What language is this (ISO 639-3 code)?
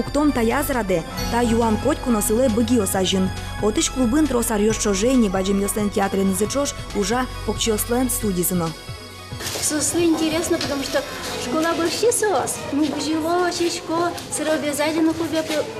udm